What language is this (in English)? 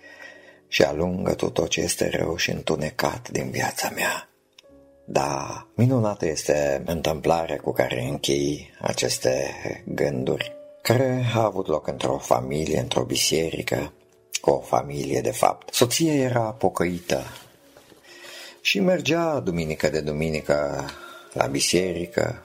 Romanian